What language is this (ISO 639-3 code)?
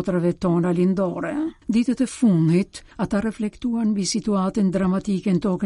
sqi